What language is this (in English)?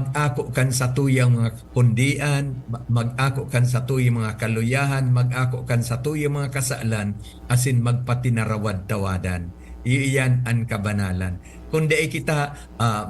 Bikol